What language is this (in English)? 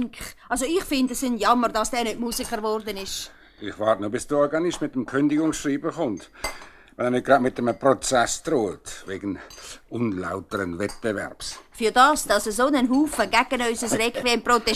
Swiss German